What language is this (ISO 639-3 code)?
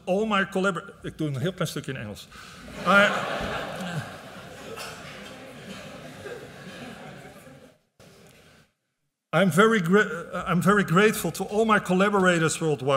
nld